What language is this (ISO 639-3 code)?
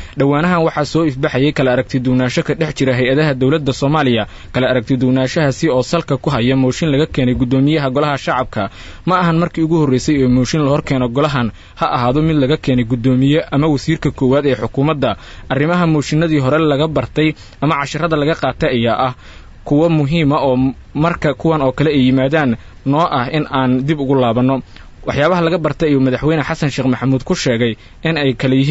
som